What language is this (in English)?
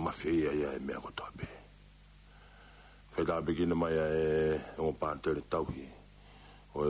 Tongan